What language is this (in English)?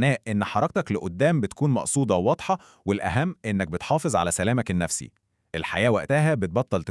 Egyptian Arabic